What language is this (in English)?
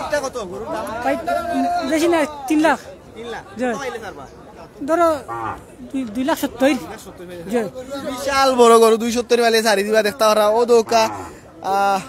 Sylheti